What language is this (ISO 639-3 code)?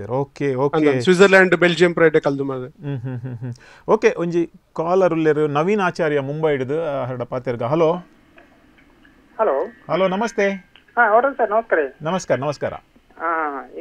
tcy